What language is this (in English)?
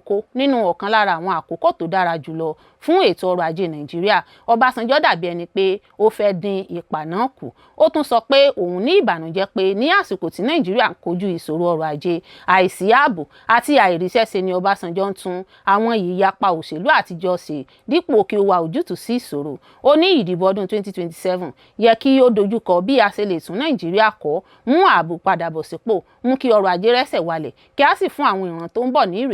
Yoruba